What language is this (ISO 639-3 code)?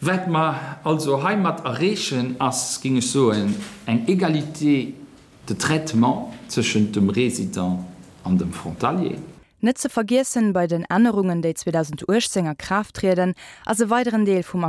ltz